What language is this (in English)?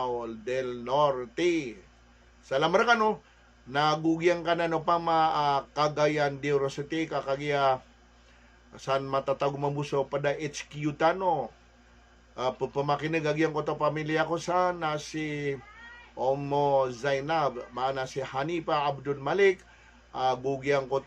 Maranao